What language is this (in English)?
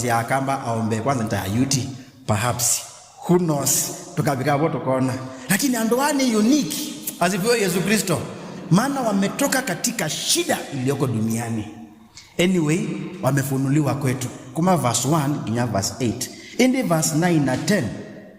Kamba